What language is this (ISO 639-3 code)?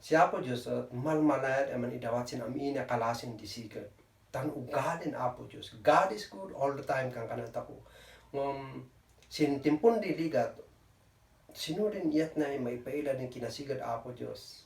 kne